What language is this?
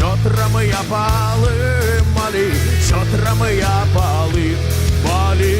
Gagauz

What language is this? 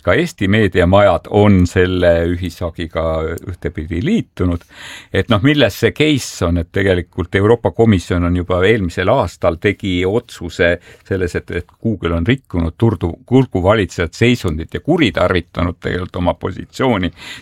Estonian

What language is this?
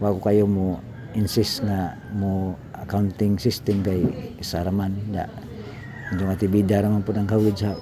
Cebuano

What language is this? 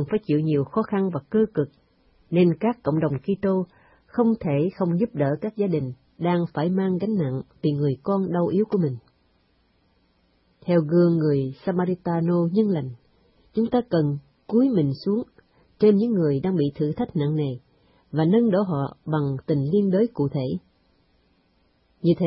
Vietnamese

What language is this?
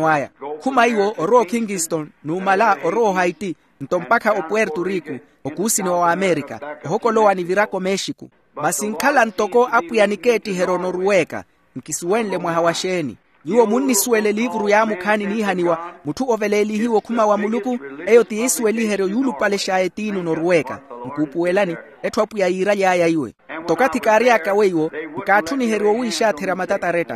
Makhuwa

